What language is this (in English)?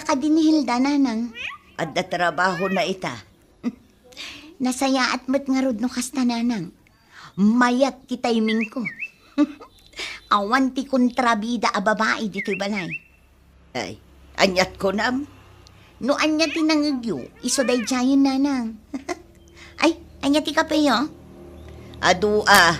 Iloko